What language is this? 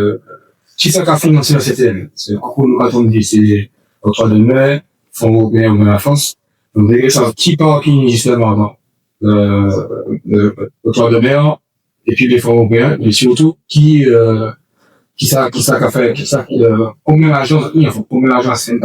Guadeloupean Creole French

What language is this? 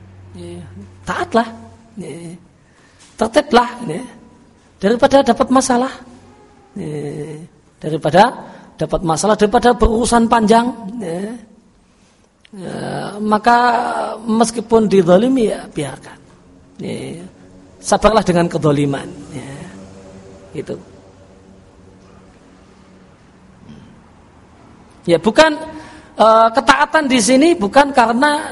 Indonesian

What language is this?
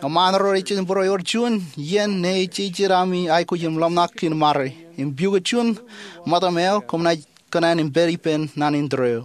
Marshallese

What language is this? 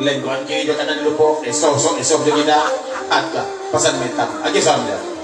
Minangkabau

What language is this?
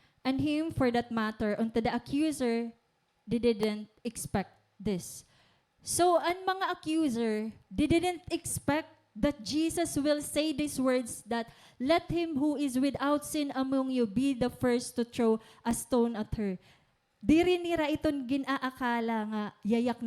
Waray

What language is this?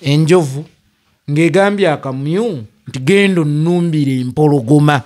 Ganda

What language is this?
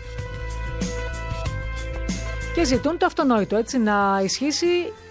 Greek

